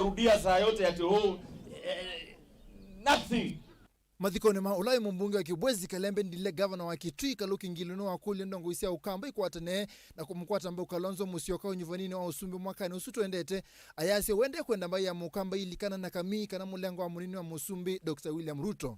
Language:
Kamba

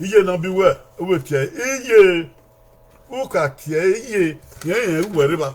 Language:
Bini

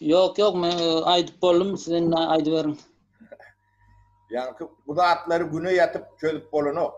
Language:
Turkmen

